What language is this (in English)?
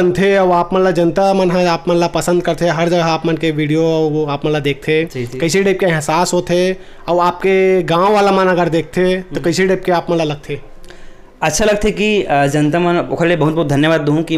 Chhattisgarhi